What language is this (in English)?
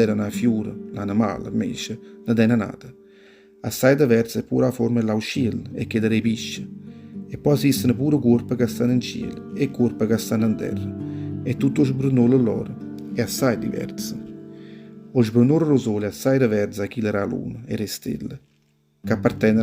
Neapolitan